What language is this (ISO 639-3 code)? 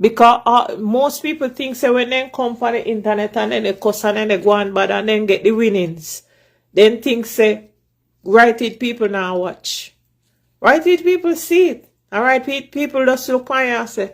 jam